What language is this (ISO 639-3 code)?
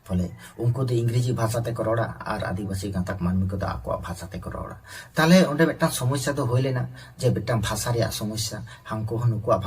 sat